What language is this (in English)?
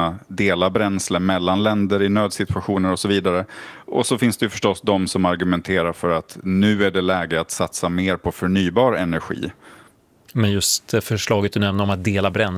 Swedish